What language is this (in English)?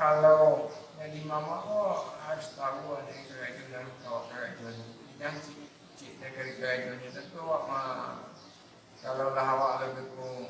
Minangkabau